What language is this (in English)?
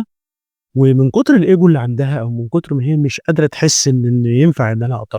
Egyptian Arabic